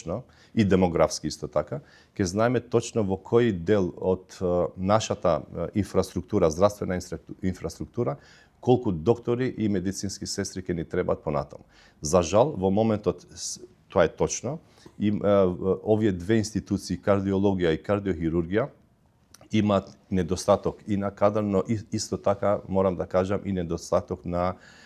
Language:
Macedonian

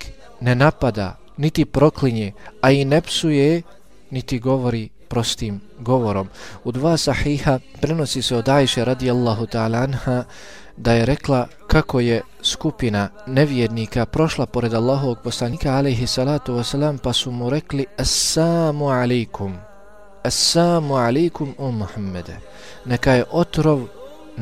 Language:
Bosnian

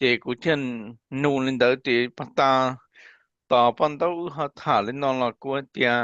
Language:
Hmong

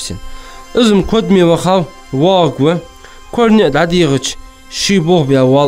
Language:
Ingush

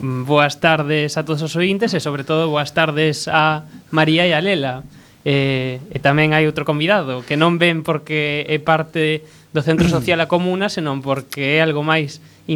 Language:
Galician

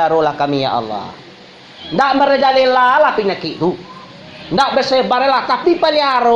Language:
Minangkabau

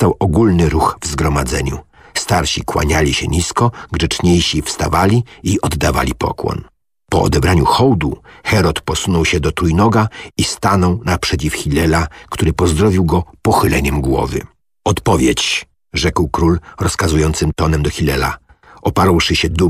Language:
Polish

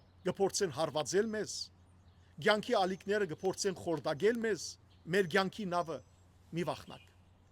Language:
Western Armenian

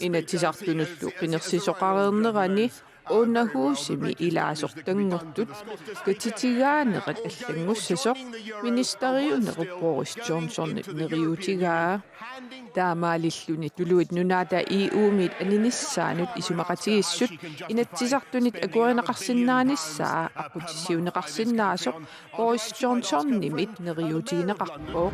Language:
Kalaallisut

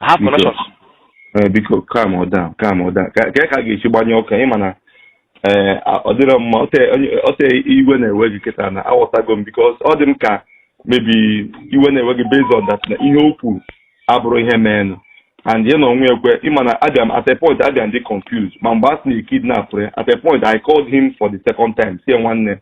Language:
Igbo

